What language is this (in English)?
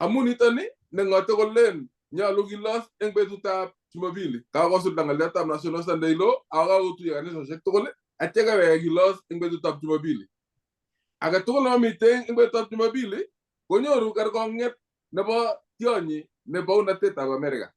Kalenjin